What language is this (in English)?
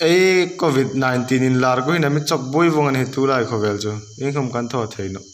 Hmar